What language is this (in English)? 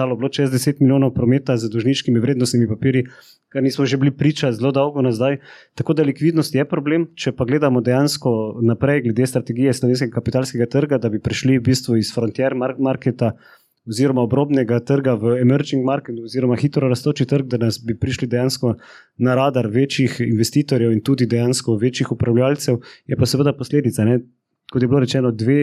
Slovenian